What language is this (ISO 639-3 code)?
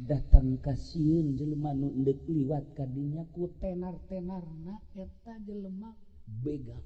sun